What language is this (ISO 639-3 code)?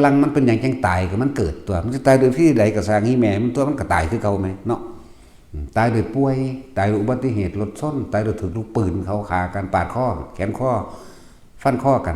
tts